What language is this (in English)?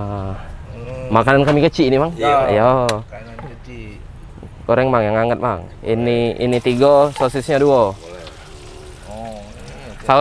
Musi